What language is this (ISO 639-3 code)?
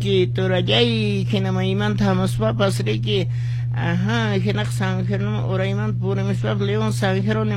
que